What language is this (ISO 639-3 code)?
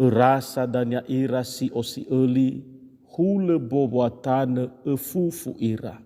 nia